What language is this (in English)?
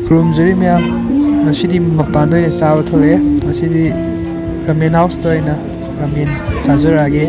Manipuri